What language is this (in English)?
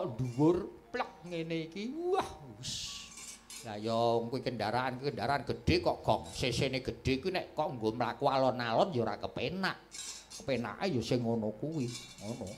Javanese